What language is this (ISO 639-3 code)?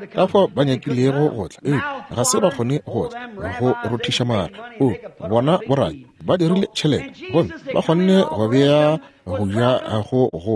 nso